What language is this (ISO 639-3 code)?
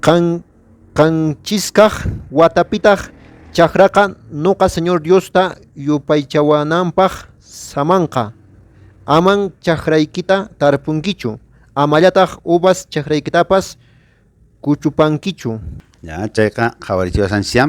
que